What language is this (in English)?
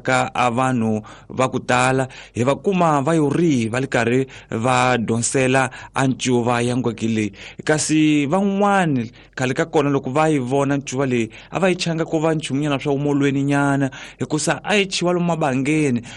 Tsonga